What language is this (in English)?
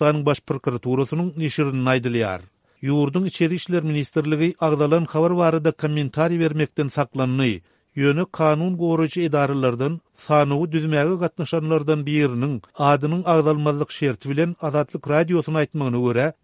Turkmen